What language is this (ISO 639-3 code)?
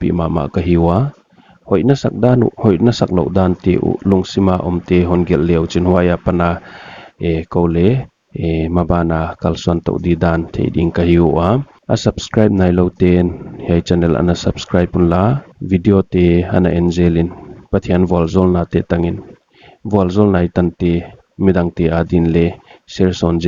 pck